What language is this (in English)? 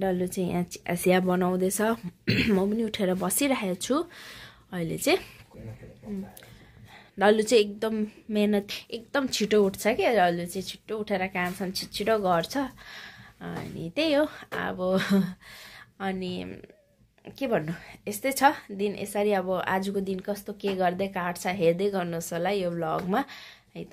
Nepali